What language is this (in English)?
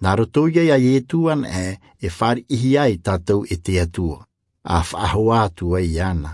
Tahitian